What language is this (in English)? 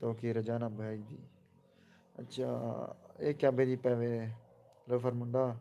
Saraiki